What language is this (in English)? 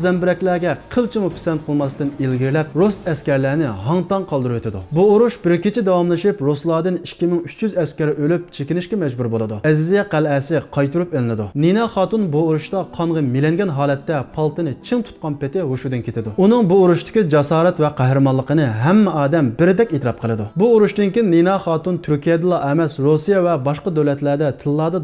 Uyghur